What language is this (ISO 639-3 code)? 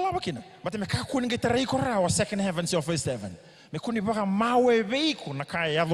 fij